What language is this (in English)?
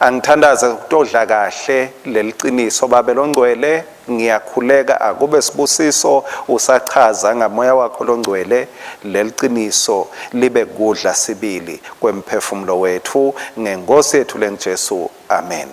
Swati